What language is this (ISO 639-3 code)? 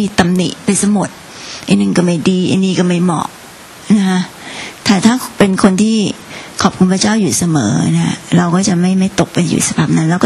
tha